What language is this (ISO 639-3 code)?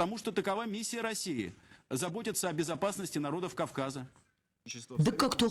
oss